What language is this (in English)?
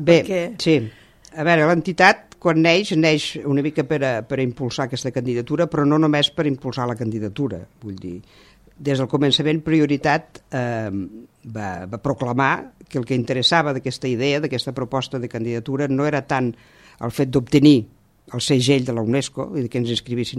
Catalan